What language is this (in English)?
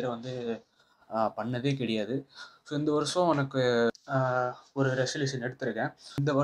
Tamil